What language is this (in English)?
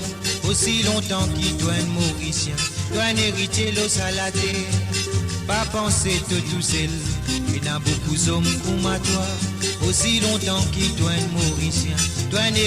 Morisyen